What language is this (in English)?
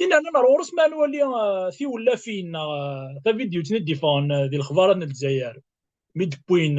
Kabyle